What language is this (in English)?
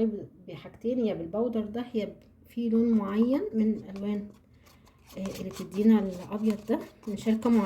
Egyptian Arabic